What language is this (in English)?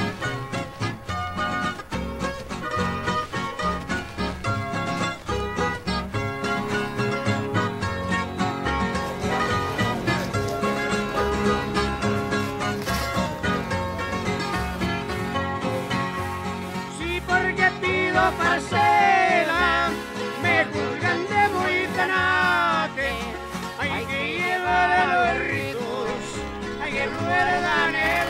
Spanish